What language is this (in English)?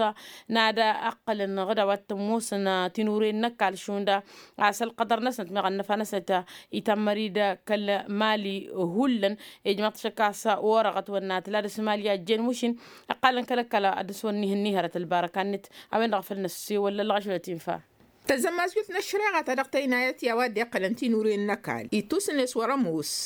Tamasheq